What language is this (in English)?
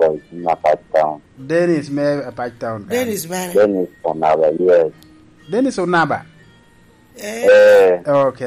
Lango (Uganda)